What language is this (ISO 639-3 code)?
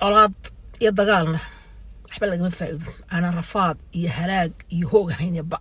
som